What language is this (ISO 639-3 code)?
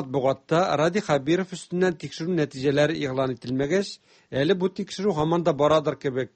tat